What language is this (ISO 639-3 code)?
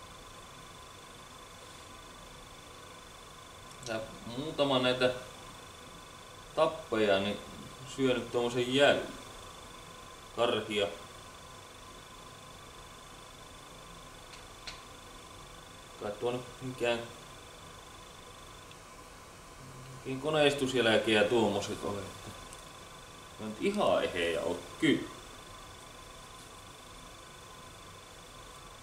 fin